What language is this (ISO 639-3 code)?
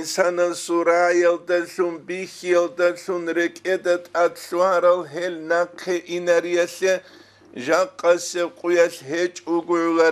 ava